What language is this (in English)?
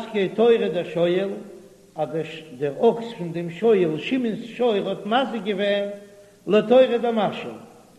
Yiddish